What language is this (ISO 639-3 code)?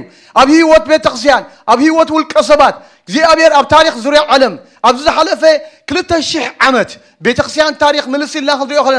tir